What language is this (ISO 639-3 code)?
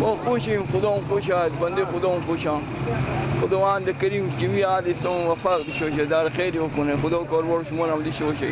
fas